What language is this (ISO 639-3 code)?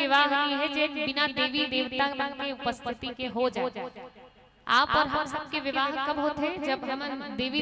hne